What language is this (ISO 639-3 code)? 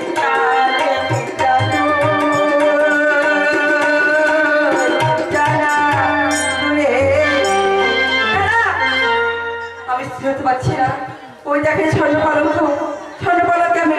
ben